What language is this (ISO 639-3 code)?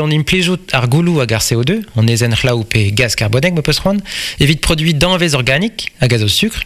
bre